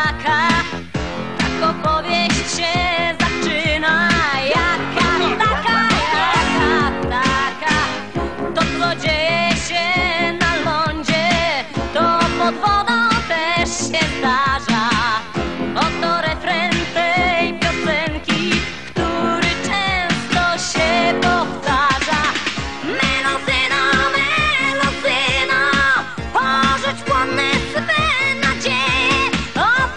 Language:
Polish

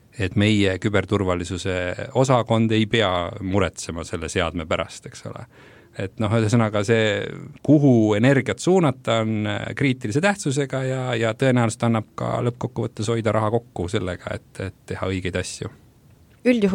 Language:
Estonian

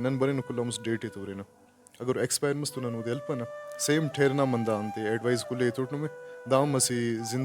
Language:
Brahui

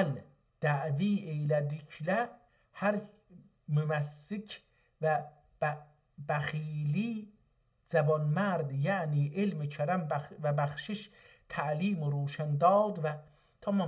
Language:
South Azerbaijani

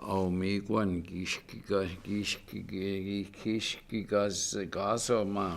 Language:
Chippewa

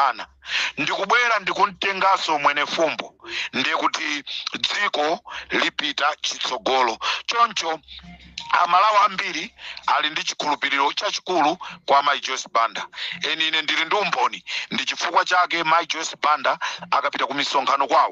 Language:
Nyanja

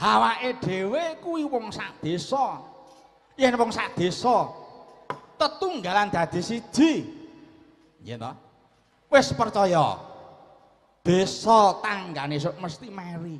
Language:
Javanese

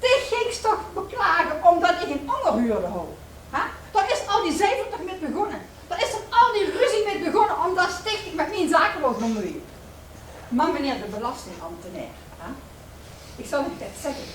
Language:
Limburgish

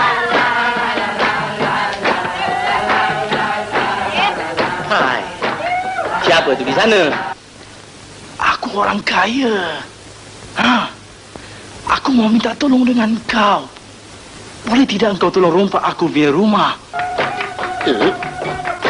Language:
Malay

